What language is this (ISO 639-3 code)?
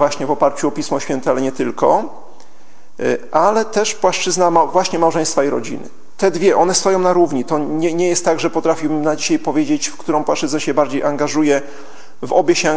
pol